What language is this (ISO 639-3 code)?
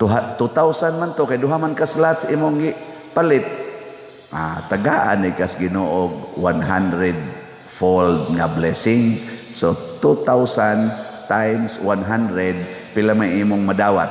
ceb